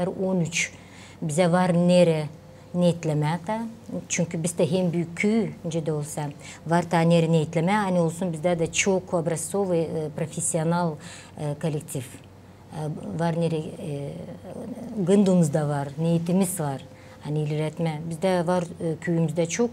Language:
Gagauz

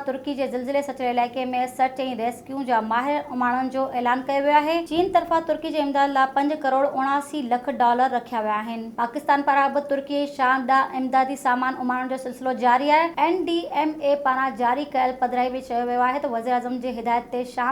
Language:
Sindhi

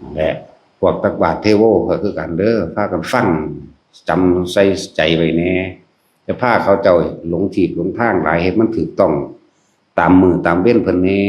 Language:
Northeastern Thai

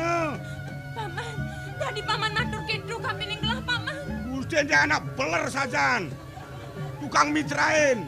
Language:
Balinese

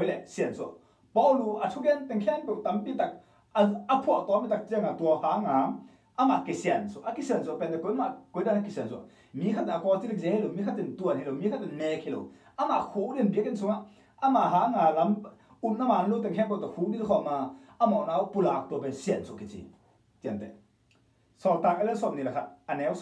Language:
Tedim Chin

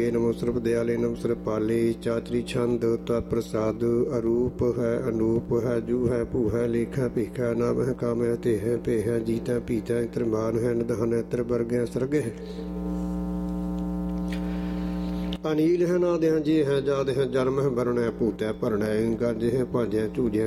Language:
Punjabi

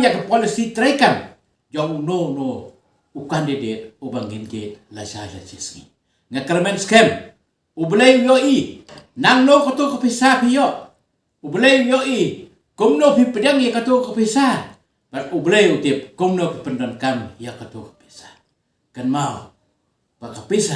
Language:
Khasi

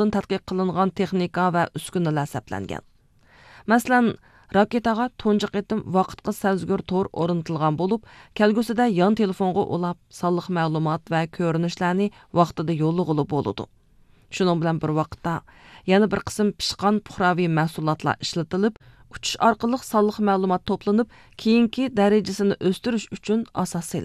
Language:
Uyghur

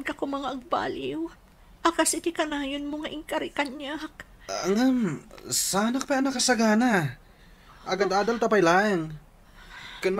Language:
Iloko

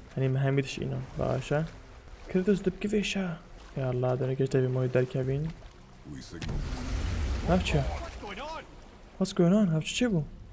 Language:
Kurdish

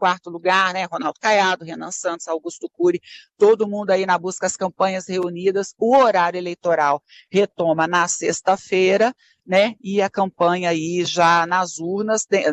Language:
Portuguese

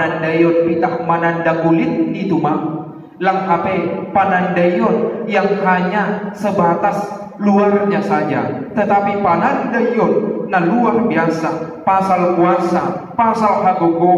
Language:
Batak Simalungun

